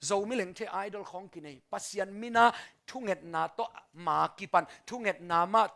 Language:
Tedim Chin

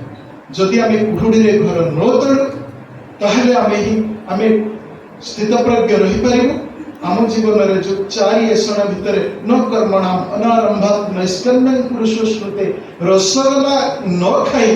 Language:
Odia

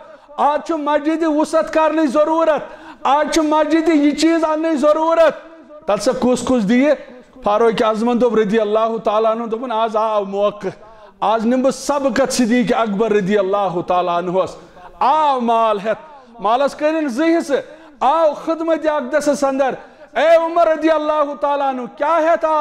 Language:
Kashmiri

